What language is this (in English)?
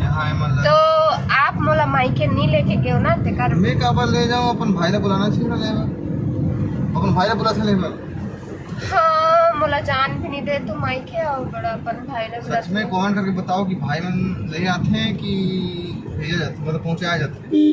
Chhattisgarhi